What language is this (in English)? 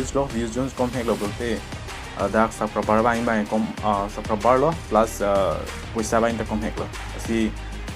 Karbi